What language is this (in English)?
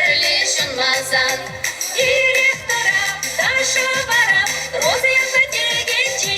Chuvash